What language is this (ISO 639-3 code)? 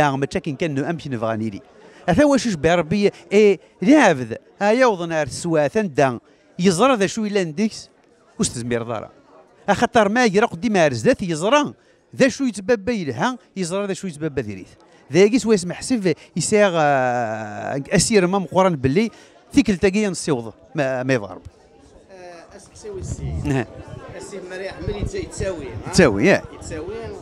kab